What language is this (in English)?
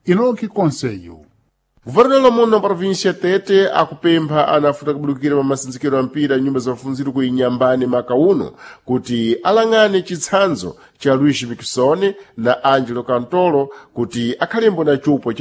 Sena